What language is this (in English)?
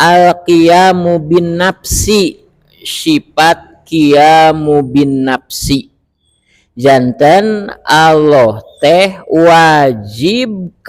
Sundanese